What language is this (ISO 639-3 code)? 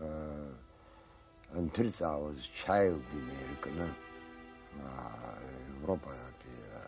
abk